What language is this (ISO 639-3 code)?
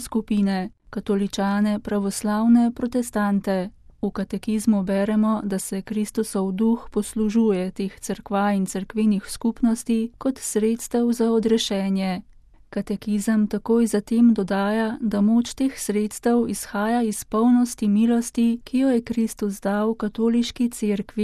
slv